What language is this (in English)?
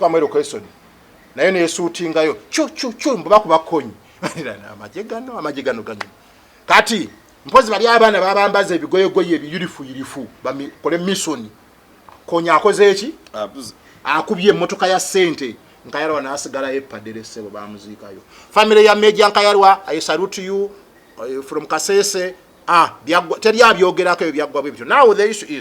Ganda